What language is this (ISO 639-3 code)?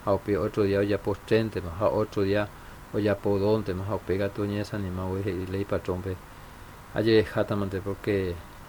grn